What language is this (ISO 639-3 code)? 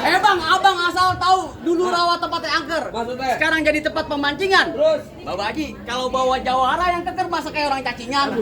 bew